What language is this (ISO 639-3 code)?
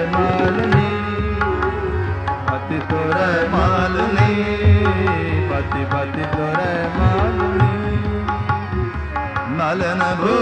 pan